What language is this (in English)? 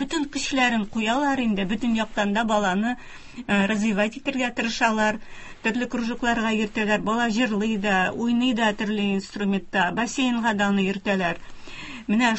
Tatar